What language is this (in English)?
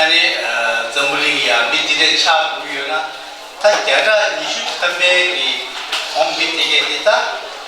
Tibetan